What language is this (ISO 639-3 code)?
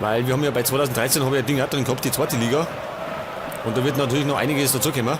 bar